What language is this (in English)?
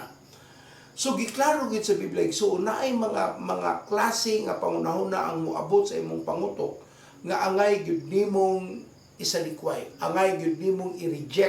Cebuano